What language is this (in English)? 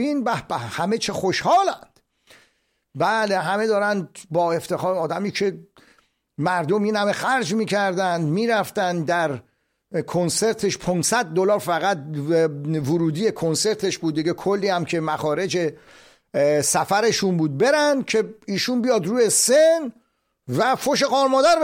Persian